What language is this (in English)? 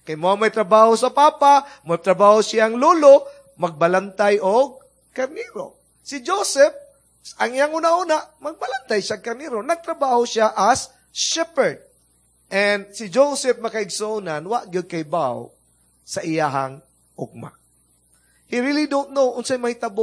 Cebuano